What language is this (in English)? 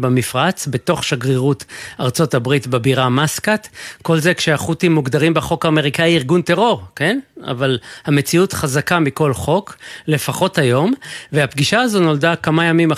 Hebrew